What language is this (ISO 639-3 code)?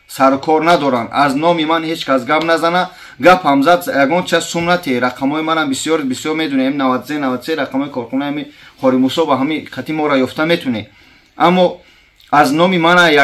tgk